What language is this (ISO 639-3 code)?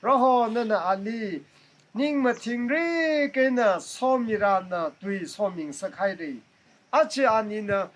nmf